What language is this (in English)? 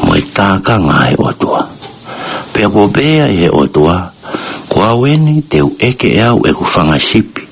Tongan